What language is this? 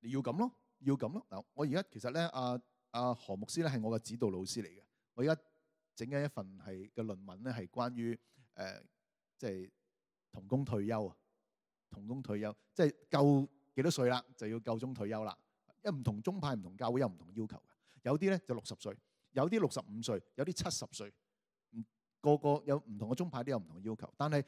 Cantonese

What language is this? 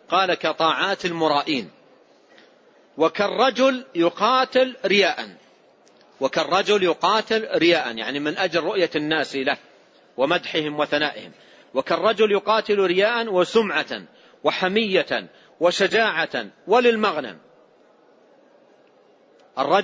Arabic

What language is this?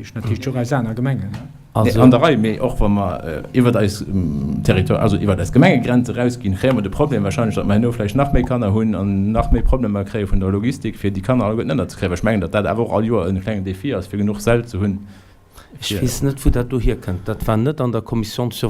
Luxembourgish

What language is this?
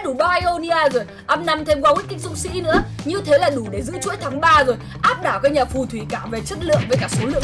Vietnamese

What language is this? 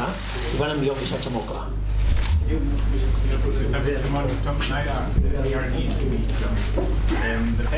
Catalan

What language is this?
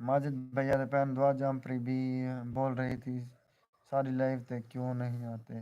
Saraiki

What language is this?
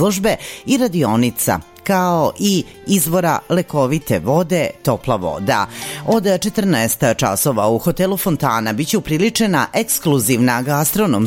Serbian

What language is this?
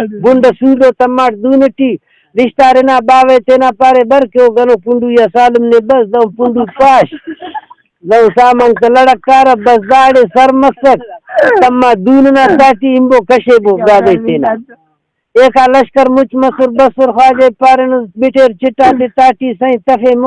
Brahui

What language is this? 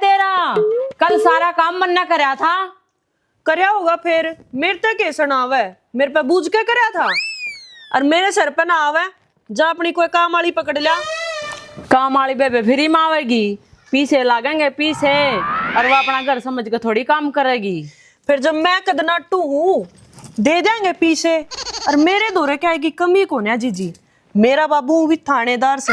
Haryanvi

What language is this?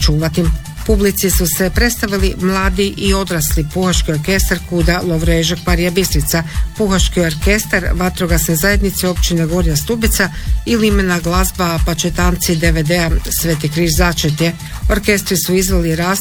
Croatian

